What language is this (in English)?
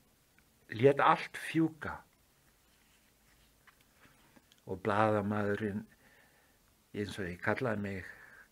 Icelandic